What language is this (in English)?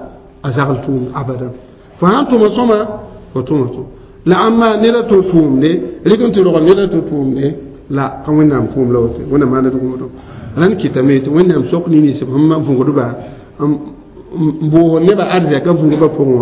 Mossi